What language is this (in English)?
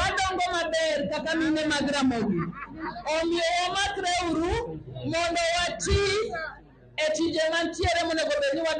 Luo (Kenya and Tanzania)